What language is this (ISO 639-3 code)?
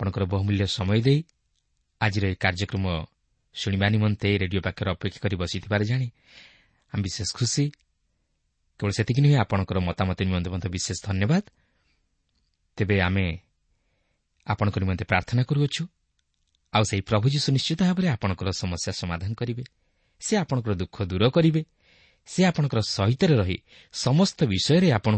ori